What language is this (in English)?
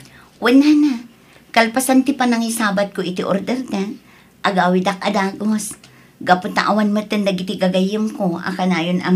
Iloko